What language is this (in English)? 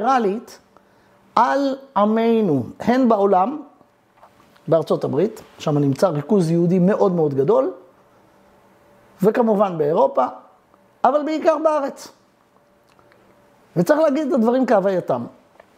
Hebrew